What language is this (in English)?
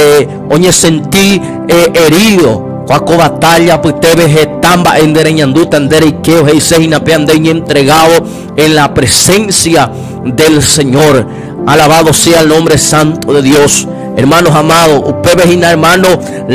Guarani